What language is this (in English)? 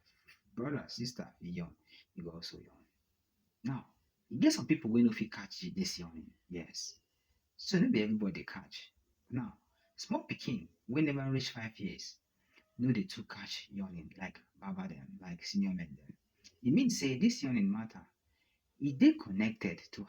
Nigerian Pidgin